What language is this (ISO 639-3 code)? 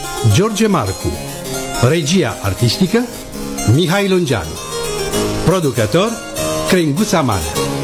ron